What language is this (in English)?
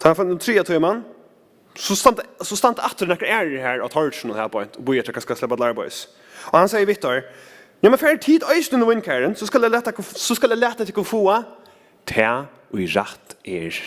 Faroese